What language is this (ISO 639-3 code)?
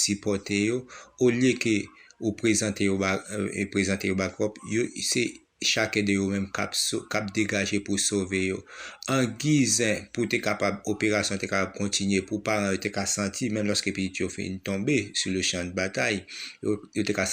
hat